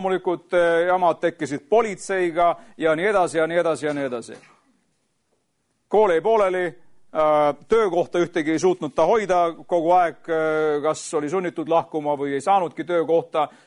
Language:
Estonian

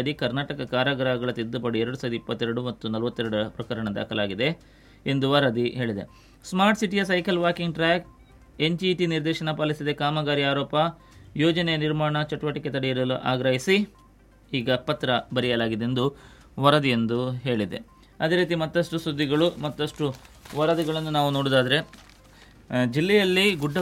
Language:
Kannada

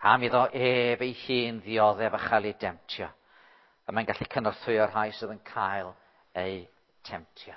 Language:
Welsh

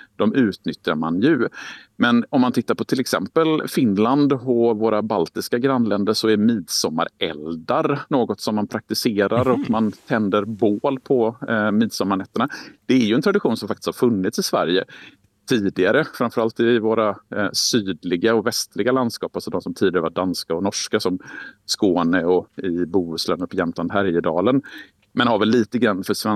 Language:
Swedish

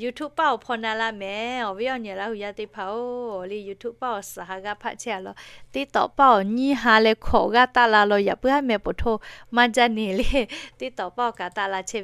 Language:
Lahu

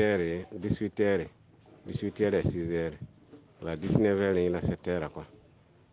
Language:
Mossi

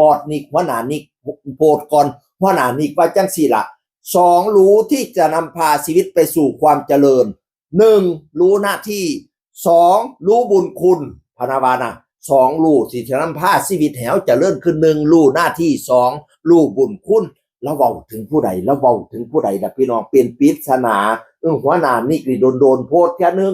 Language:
Northeastern Thai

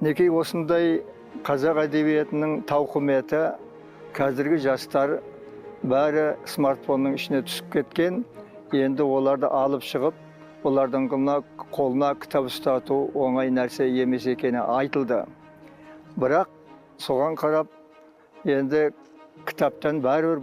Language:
Kazakh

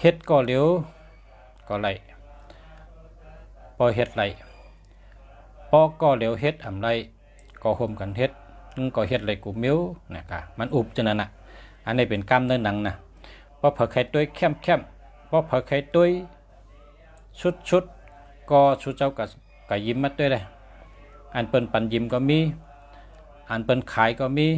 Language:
Shan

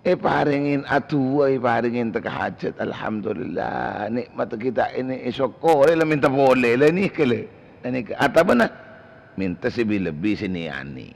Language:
Madurese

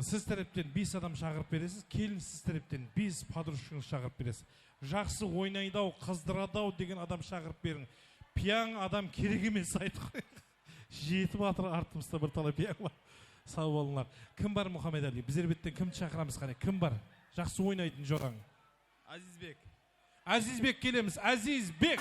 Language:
Kara-Kalpak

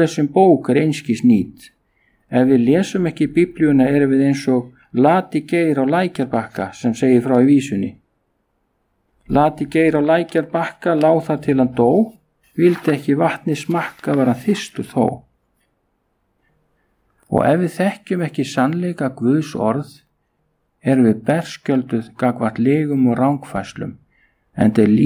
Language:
Icelandic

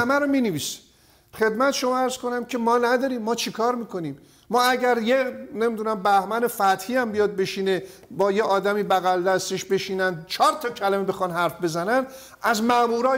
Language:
Persian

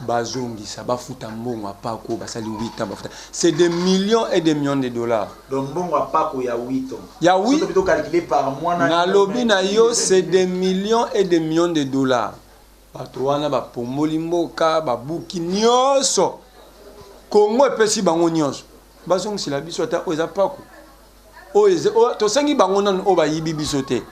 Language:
Lingala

